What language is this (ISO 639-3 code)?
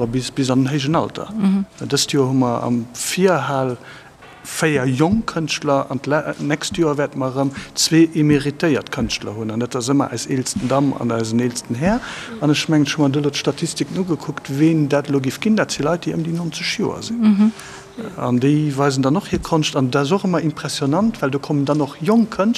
ltz